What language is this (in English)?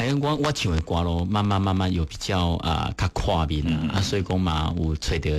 Min Nan Chinese